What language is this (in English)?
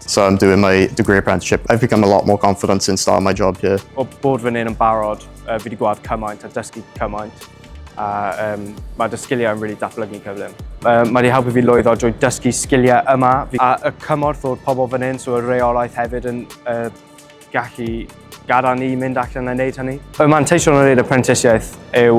Welsh